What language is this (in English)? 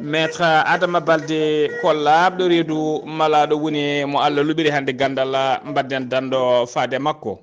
Fula